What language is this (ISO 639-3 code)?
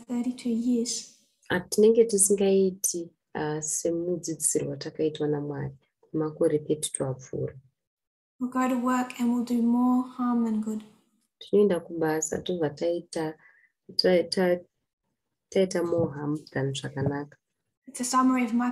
sna